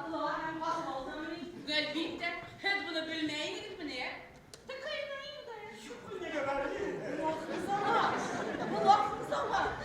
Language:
Bashkir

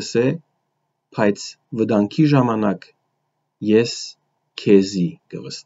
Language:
Western Armenian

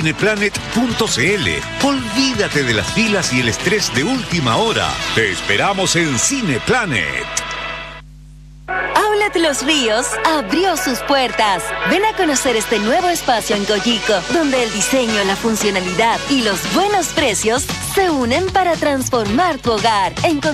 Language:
Spanish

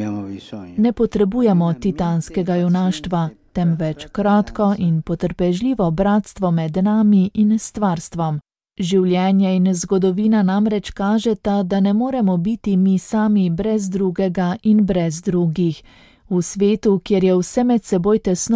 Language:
Slovenian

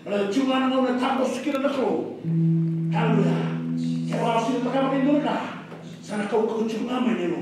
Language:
Fijian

